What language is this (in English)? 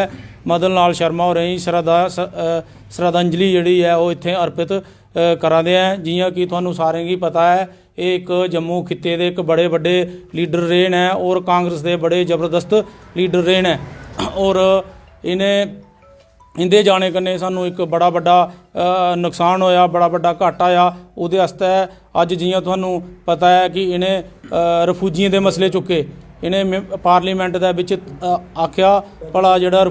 Dogri